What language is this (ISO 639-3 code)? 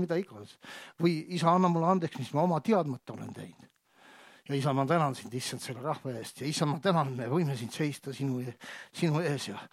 est